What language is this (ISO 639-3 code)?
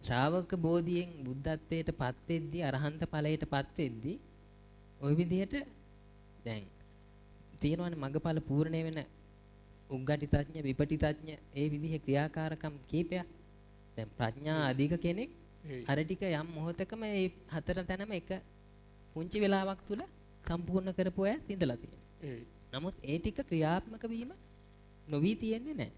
sin